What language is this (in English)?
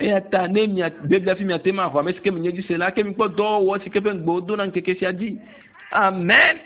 Ewe